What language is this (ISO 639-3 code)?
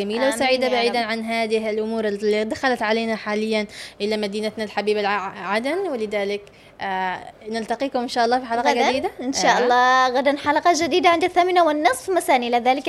ara